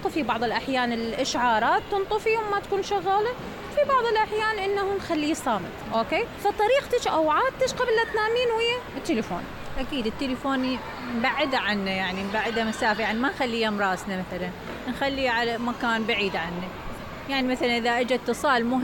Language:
Mesopotamian Arabic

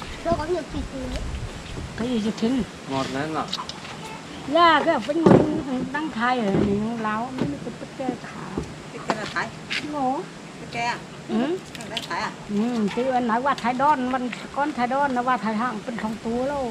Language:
Vietnamese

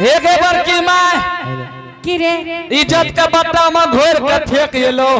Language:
Angika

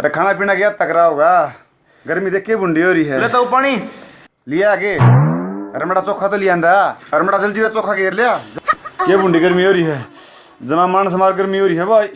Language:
Haryanvi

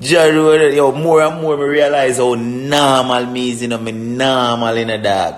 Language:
Jamaican Creole English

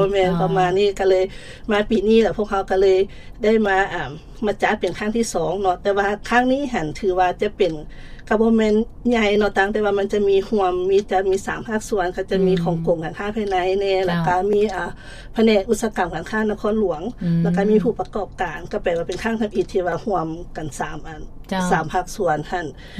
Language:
Lao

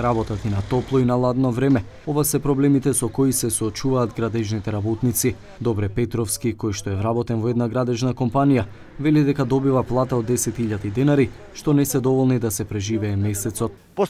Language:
Macedonian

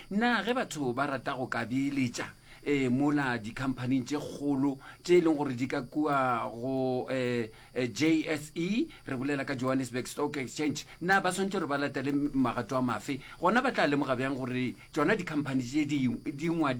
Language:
Northern Sotho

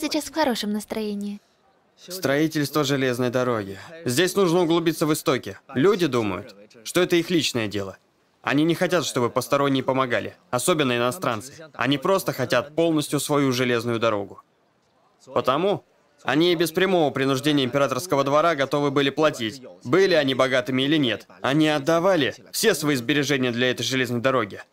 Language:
Russian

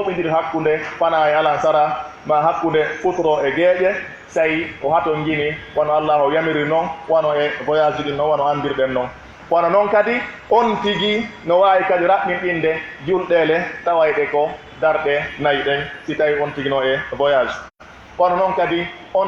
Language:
Pular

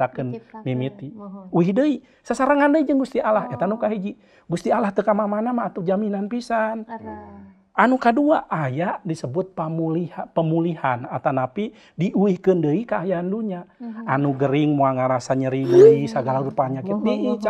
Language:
Sundanese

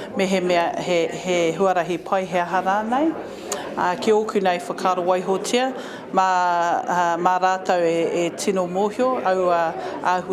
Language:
Māori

